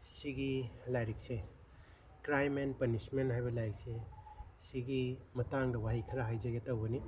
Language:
Manipuri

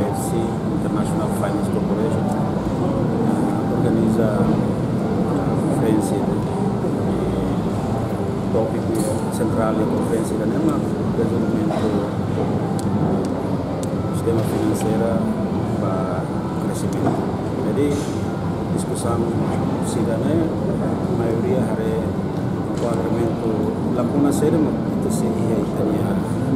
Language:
Tetum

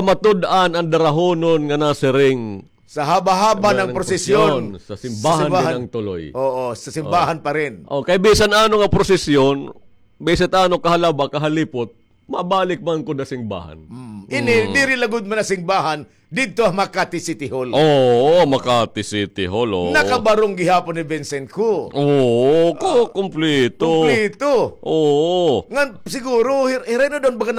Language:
Waray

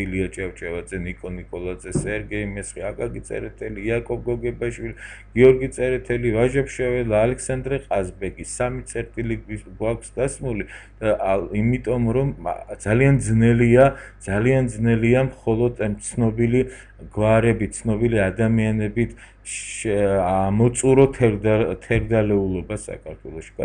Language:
Georgian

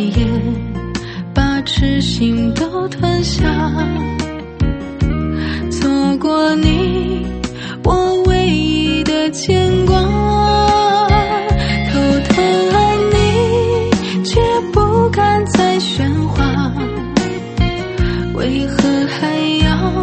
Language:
Chinese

